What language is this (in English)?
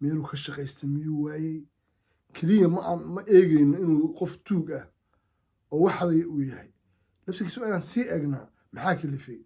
Somali